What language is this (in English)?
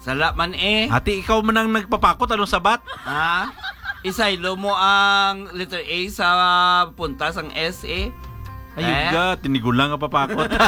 Hiligaynon